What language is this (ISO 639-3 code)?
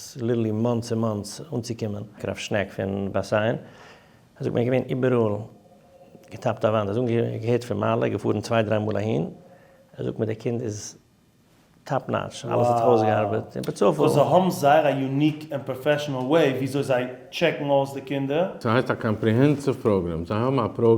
yid